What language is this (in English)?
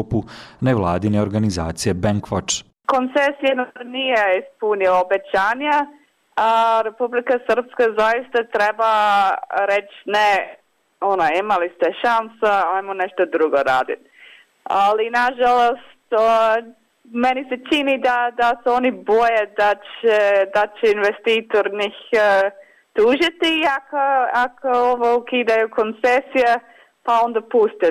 Bosnian